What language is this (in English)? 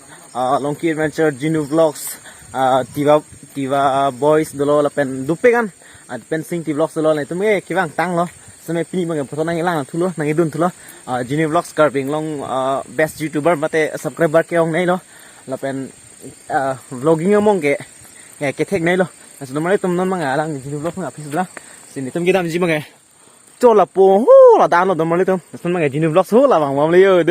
Karbi